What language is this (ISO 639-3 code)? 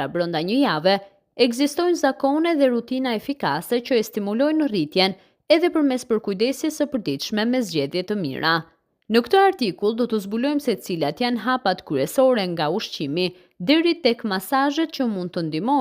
sqi